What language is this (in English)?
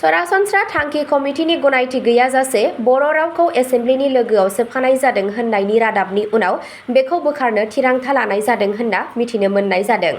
Bodo